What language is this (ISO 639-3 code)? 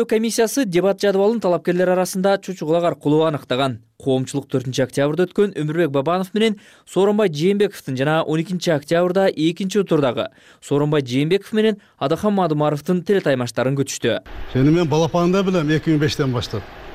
kir